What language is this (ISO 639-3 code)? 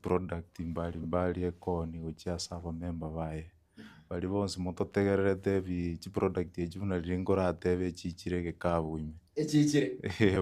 guz